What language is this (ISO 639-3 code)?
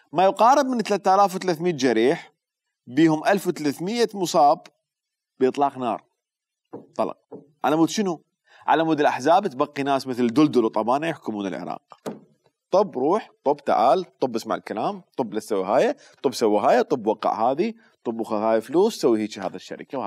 acm